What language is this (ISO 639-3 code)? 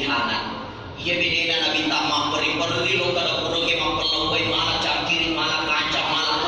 bug